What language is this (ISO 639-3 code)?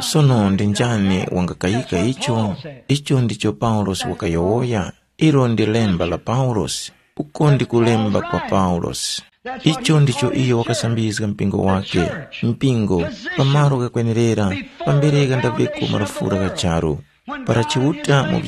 tum